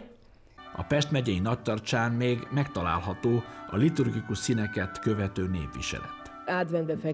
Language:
Hungarian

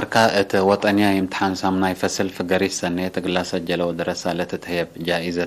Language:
Tigre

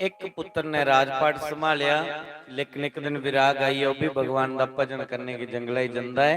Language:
Dogri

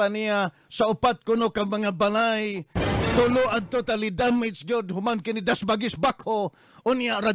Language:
Cebuano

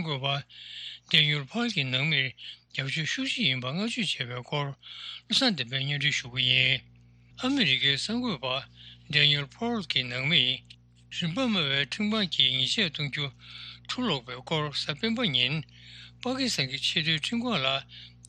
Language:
Tibetan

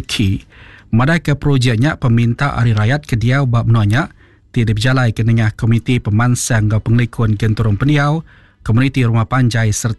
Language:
Iban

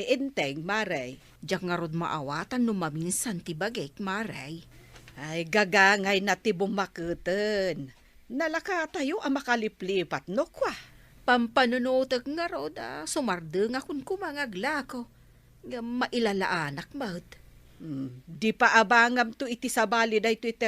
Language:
Iloko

